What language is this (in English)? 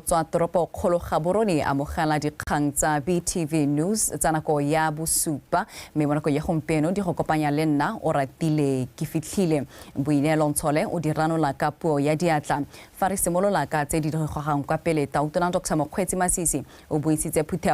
Tswana